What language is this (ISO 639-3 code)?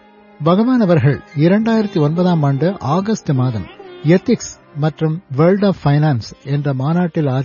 tam